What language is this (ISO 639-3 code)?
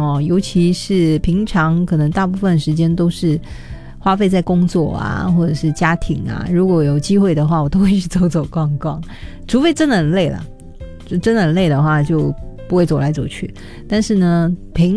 zho